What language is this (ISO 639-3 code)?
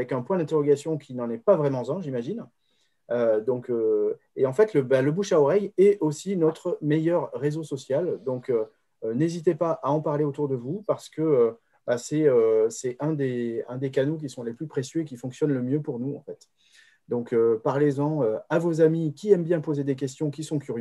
fra